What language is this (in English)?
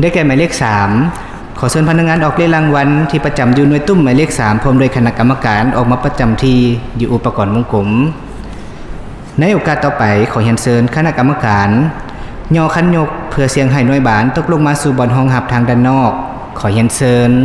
Lao